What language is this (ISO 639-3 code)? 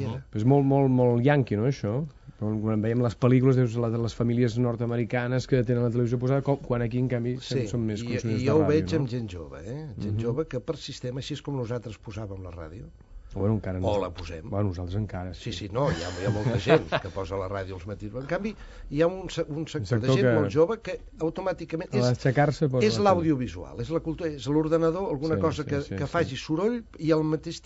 cat